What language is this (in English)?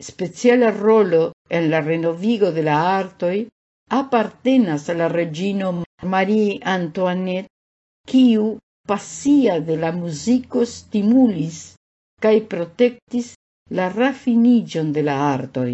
Esperanto